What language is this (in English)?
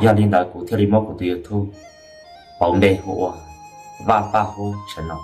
Hmong